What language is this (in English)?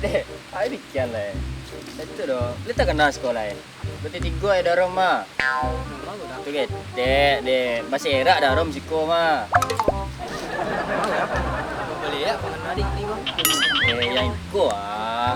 Minangkabau